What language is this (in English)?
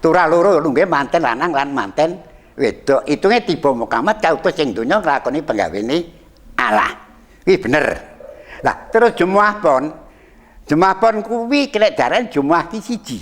Javanese